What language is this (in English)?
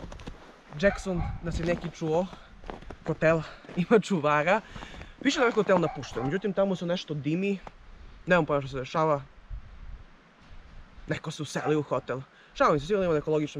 Serbian